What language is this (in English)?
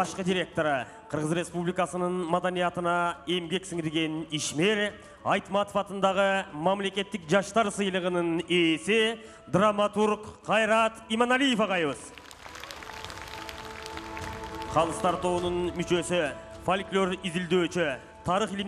Kyrgyz